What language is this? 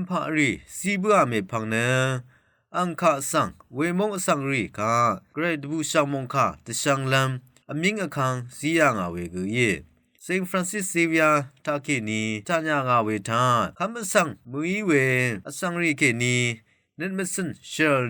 Rawang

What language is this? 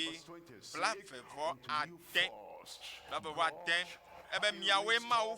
Ewe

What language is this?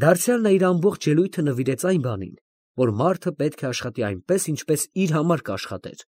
Armenian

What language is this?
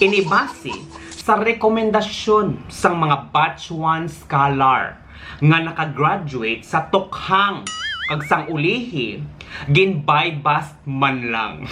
Hiligaynon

